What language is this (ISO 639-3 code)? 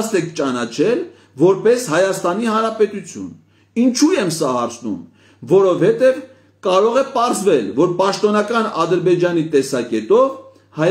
hye